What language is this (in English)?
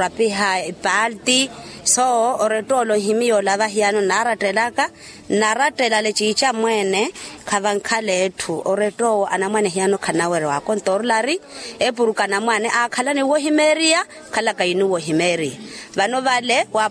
Makhuwa